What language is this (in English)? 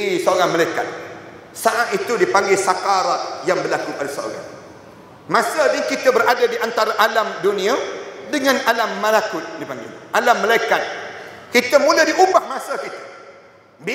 Malay